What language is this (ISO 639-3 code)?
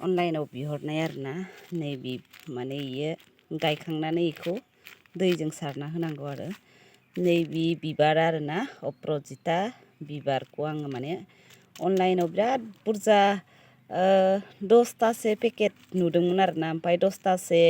brx